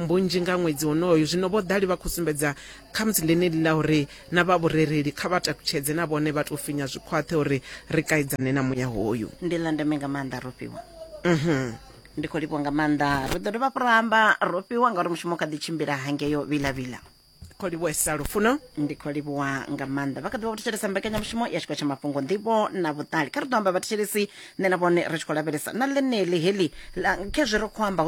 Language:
Venda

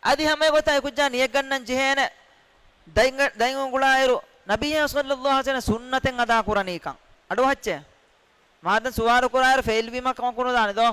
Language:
Divehi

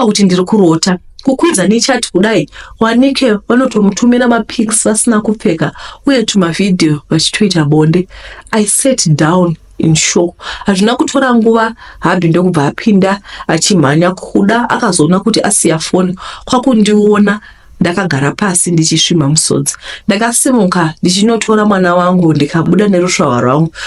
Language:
Shona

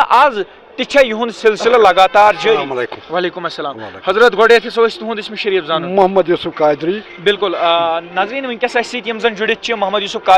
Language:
Kashmiri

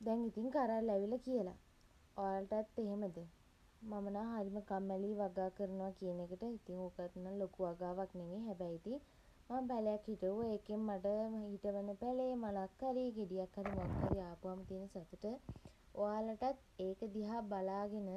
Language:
Sinhala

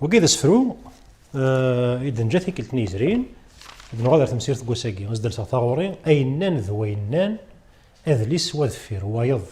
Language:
Kabyle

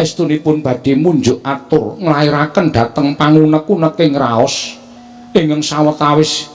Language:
Javanese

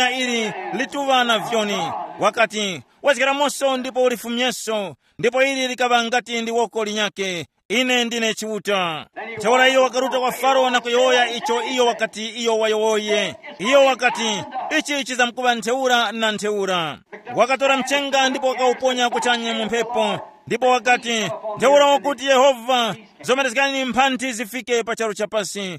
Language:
Tumbuka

